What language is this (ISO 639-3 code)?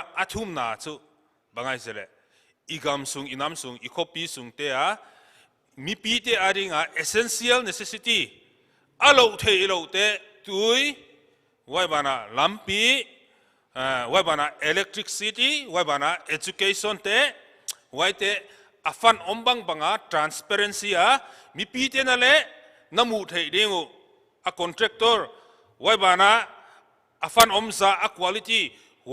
pck